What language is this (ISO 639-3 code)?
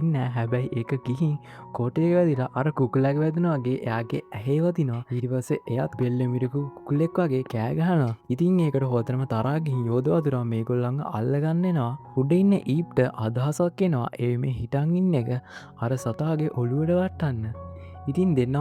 sin